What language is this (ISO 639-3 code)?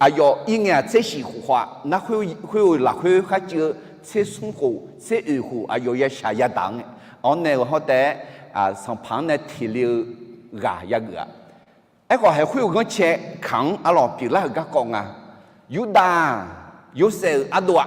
ahk